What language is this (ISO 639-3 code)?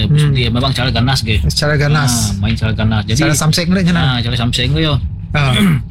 msa